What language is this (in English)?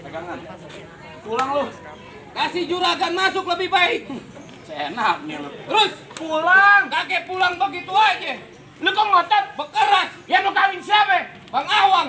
Betawi